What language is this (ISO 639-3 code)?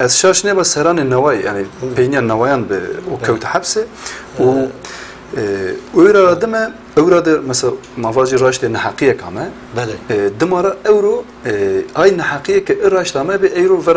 zza